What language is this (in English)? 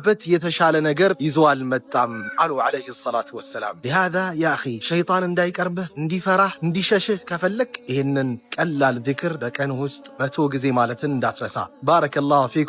Amharic